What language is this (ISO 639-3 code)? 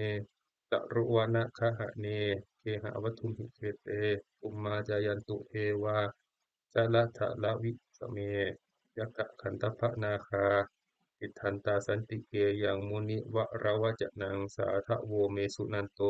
pli